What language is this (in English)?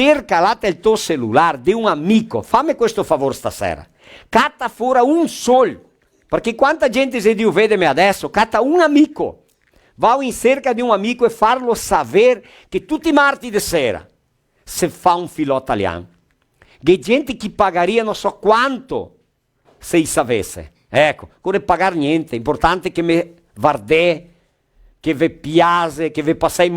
Venetian